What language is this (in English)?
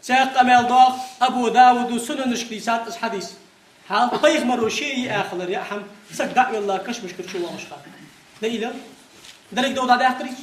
Ingush